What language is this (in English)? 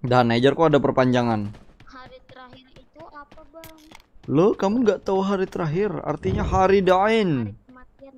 Banjar